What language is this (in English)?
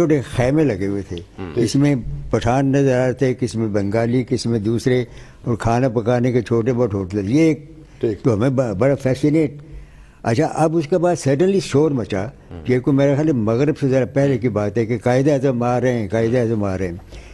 Urdu